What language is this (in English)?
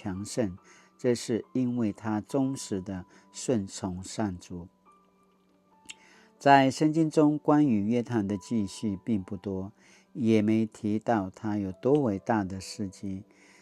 Paiwan